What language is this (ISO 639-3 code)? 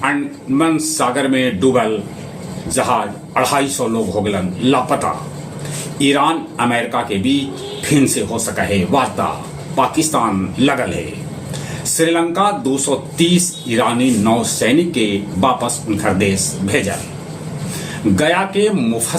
mag